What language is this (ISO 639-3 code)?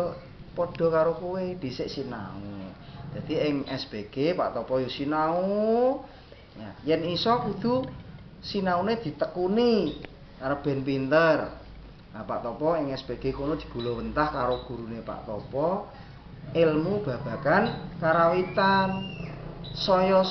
jav